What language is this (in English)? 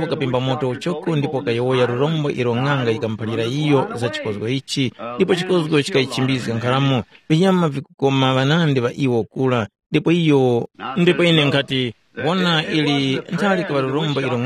Tumbuka